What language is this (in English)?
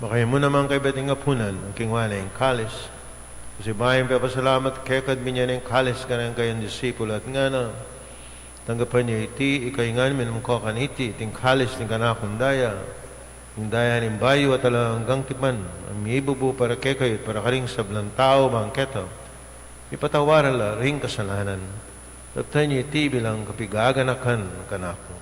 Pampanga